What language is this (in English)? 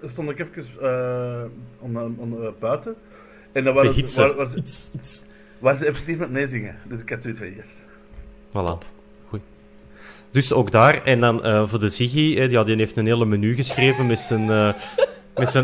Dutch